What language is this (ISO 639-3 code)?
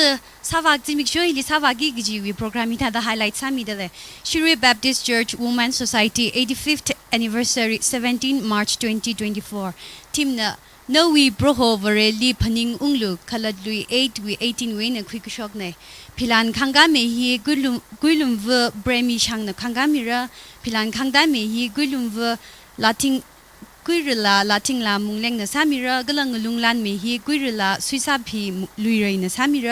nmf